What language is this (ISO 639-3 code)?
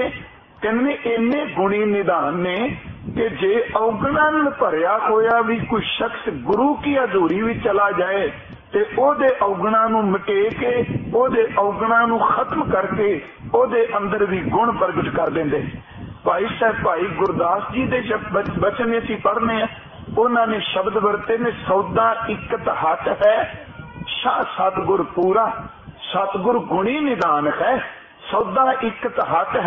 pan